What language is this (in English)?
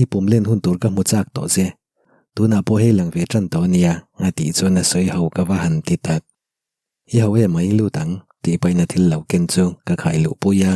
Mizo